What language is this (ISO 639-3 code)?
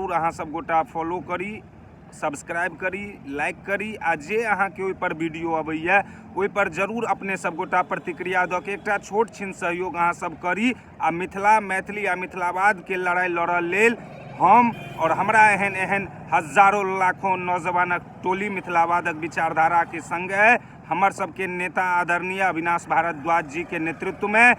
mai